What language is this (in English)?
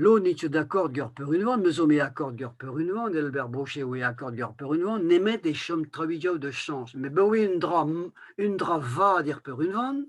Breton